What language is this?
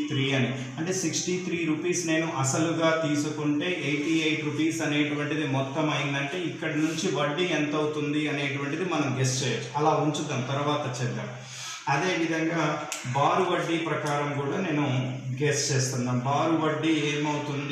Telugu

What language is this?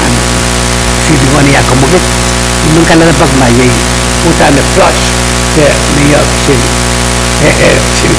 Pohnpeian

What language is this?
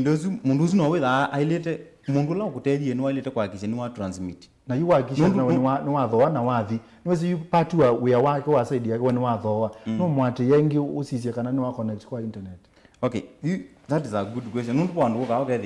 Kamba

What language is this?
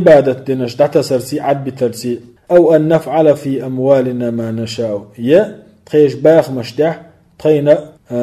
Chechen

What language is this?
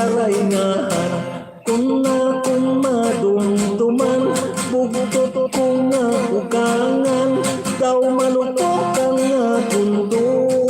Hiligaynon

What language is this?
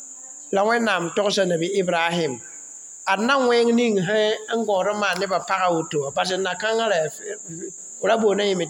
Mossi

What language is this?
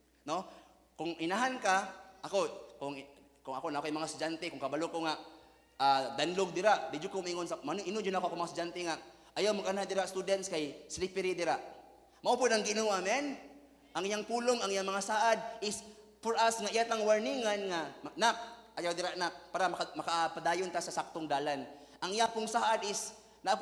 Cebuano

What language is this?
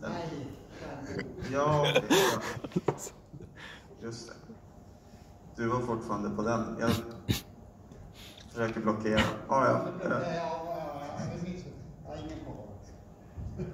Swedish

